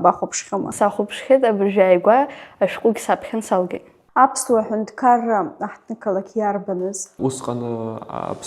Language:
Abkhazian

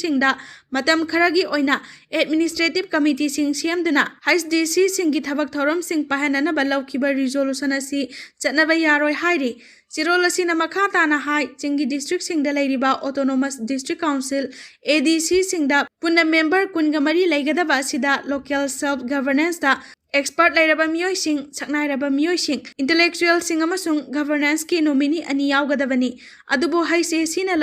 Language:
Manipuri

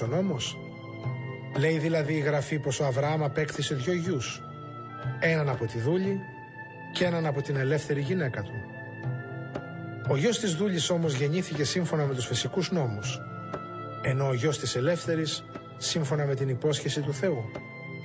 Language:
Greek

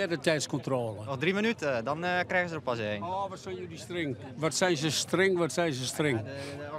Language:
Western Frisian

